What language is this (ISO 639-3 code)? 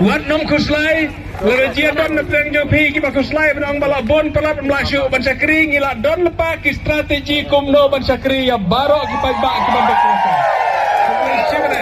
kha